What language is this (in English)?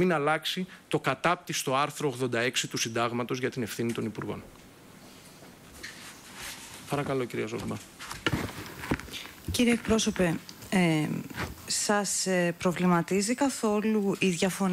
Greek